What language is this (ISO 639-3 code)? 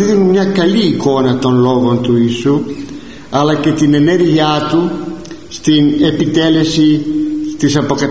ell